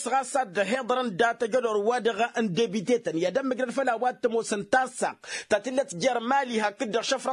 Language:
Tamasheq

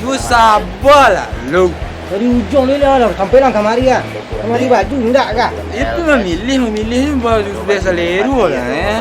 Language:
Minangkabau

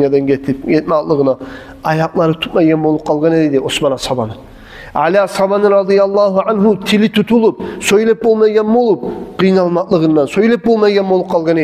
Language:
Kumyk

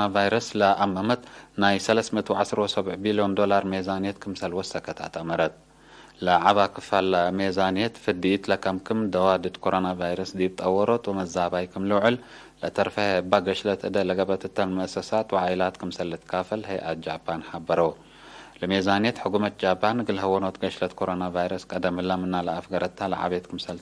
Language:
Tigre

